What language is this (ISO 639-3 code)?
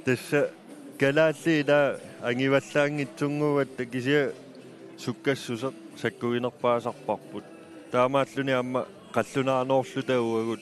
kal